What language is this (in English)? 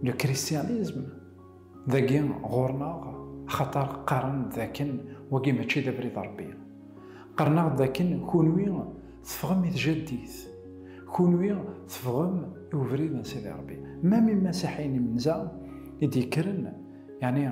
Kabyle